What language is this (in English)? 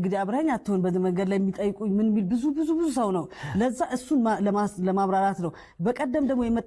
Amharic